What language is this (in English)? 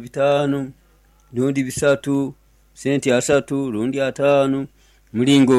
Nyoro